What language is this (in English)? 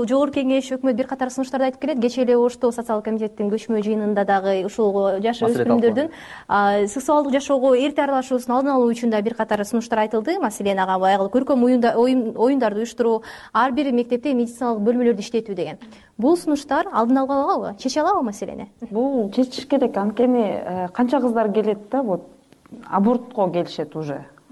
Kyrgyz